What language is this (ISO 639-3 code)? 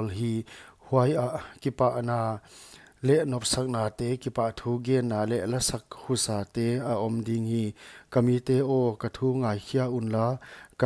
pck